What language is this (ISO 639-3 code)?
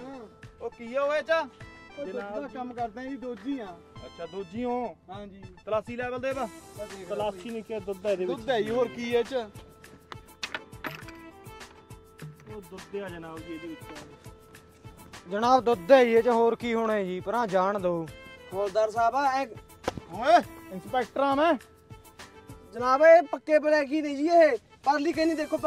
pan